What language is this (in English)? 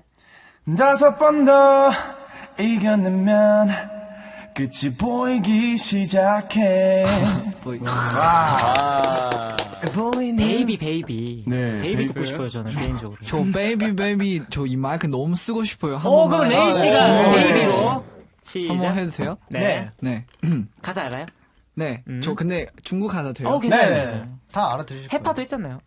Korean